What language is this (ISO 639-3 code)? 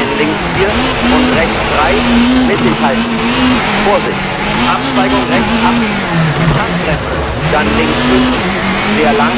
bar